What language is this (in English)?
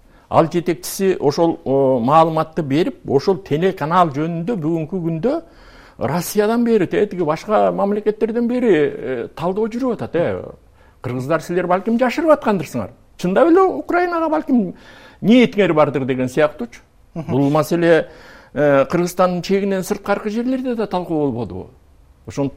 Kyrgyz